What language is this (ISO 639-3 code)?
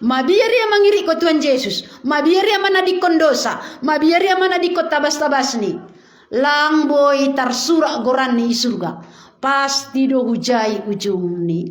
bts